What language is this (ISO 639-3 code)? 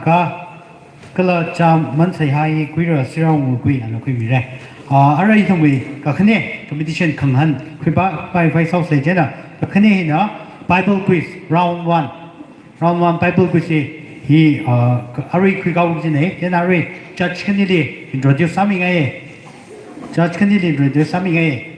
nmf